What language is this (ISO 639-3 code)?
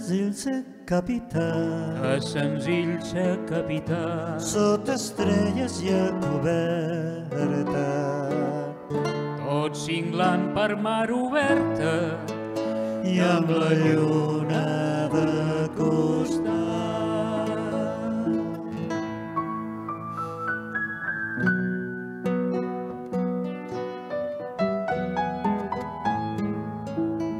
cat